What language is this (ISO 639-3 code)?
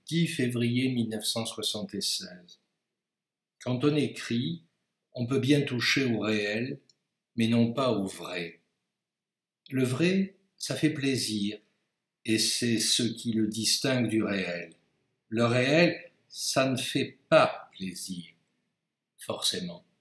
fra